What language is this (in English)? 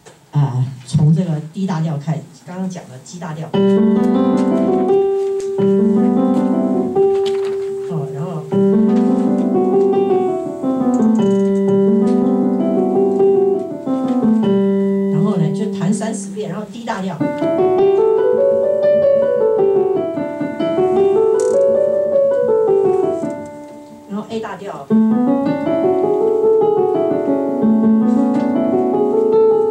Chinese